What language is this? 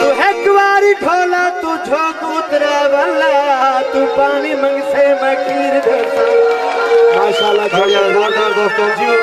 Saraiki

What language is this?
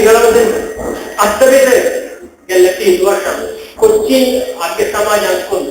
Konkani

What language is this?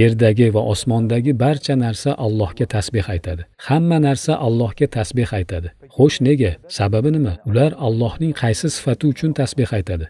Uzbek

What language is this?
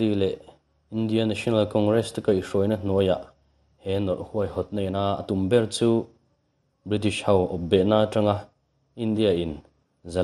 Mizo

